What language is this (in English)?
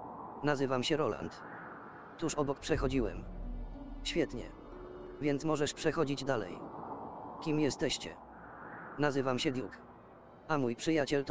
Polish